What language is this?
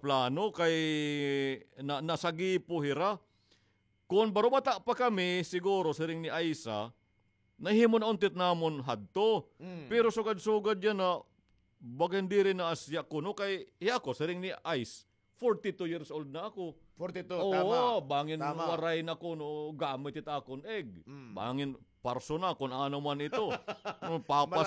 Waray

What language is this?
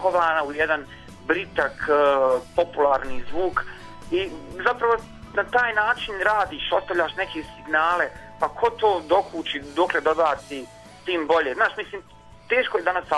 Serbian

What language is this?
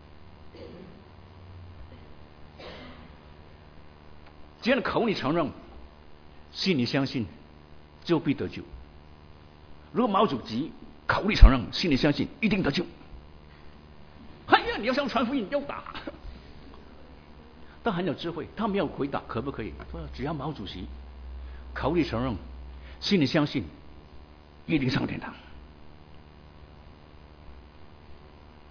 Chinese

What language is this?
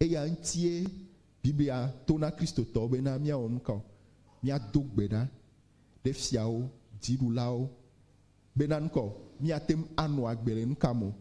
Ewe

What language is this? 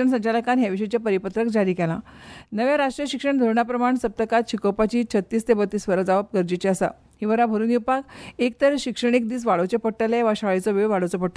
Konkani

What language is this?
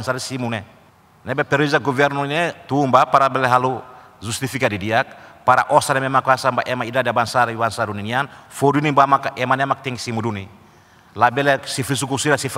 Tetum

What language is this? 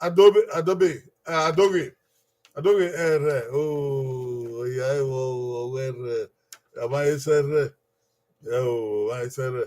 Bini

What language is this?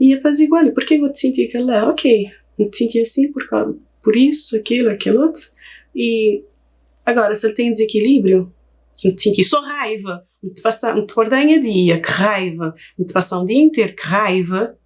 Kabuverdianu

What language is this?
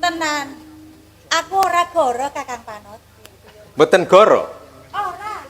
Javanese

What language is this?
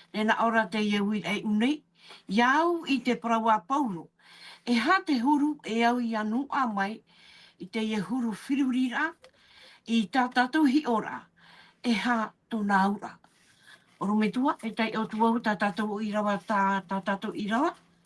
Tahitian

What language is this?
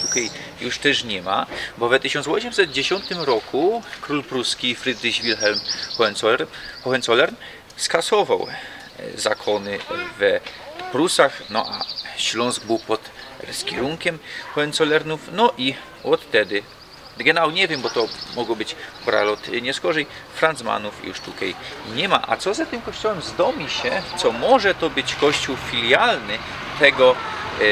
Silesian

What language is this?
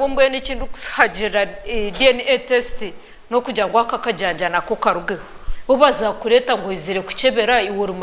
Nyankole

